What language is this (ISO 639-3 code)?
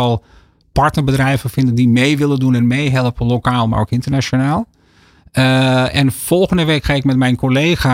nld